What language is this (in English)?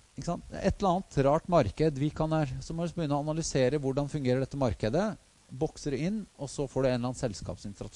Norwegian